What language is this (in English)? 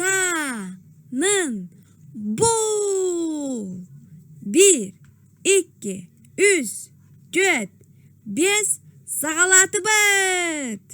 Yakut